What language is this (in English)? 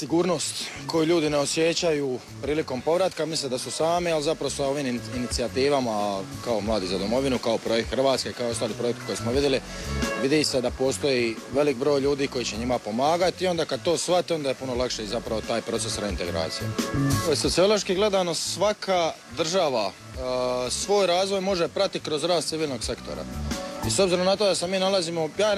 Croatian